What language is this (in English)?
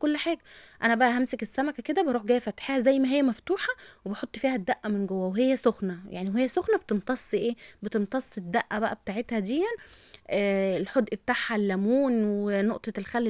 Egyptian Arabic